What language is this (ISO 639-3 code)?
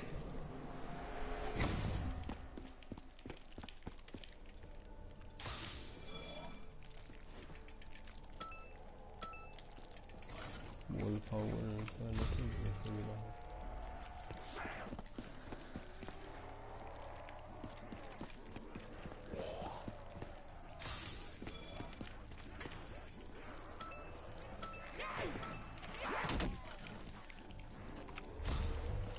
swe